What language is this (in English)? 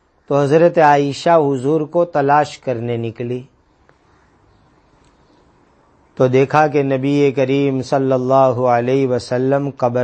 Urdu